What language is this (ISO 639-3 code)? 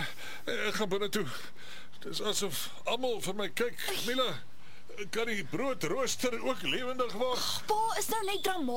afr